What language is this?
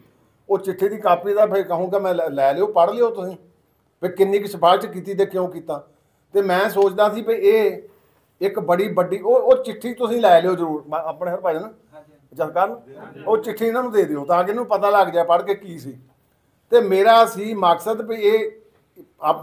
Punjabi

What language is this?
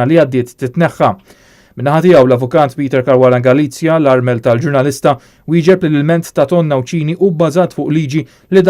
Maltese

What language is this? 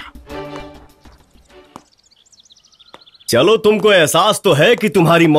Bhojpuri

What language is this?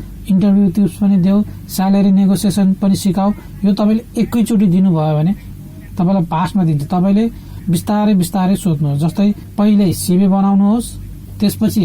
Nepali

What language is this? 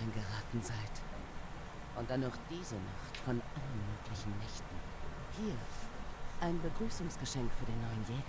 Swiss German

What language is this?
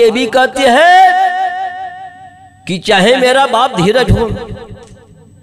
Bhojpuri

